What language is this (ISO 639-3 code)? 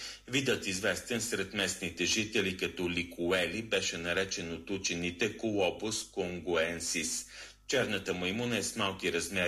bul